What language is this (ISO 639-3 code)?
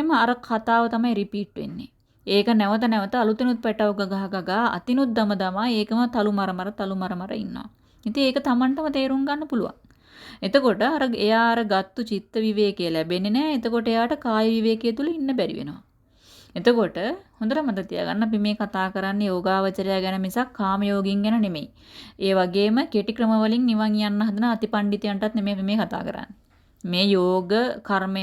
sin